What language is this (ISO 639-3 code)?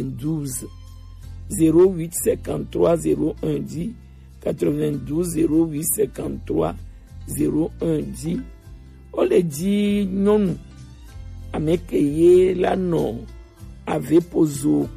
gej